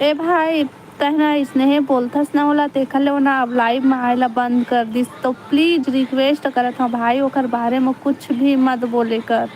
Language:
Chhattisgarhi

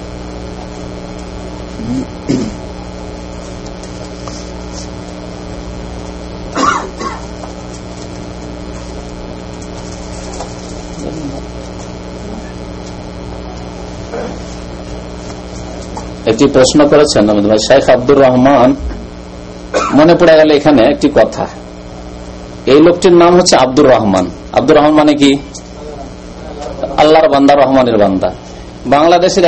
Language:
Bangla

